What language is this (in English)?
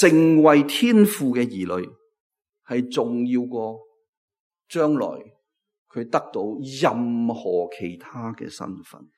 Cantonese